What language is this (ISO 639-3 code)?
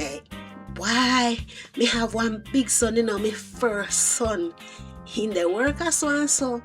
jam